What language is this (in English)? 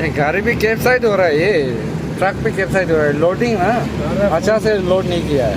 Naga Pidgin